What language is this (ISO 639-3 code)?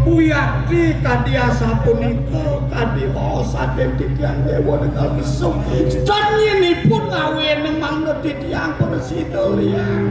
ban